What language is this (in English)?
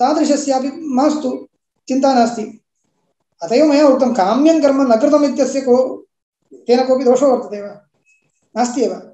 Sanskrit